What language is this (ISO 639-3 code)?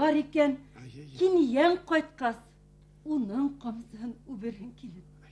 bak